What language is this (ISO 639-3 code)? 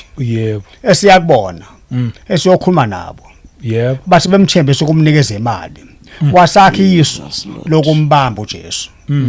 zul